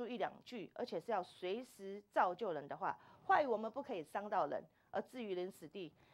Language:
Chinese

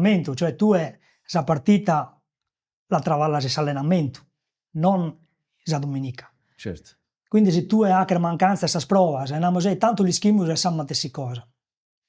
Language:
Sardinian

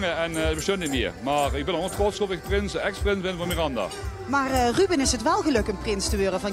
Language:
Limburgish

